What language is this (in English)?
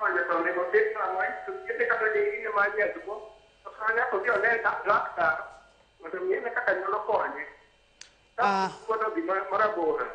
Luo (Kenya and Tanzania)